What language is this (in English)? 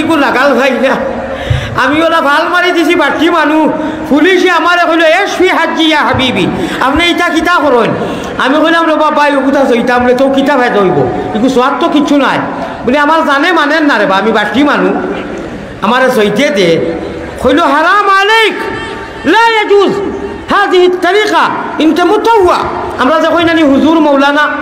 Sylheti